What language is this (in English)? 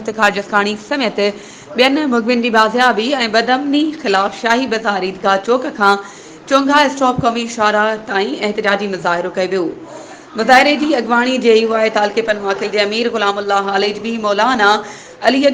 Sindhi